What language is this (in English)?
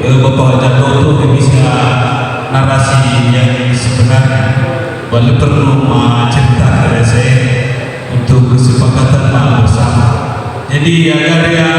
Nias